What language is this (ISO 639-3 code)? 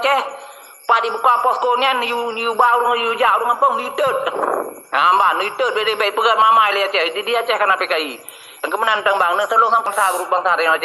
ace